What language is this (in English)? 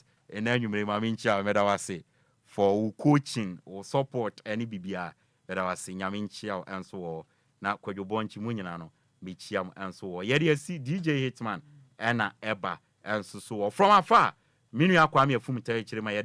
Akan